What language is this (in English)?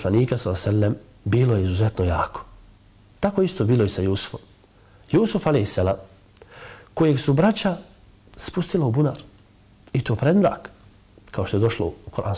Bosnian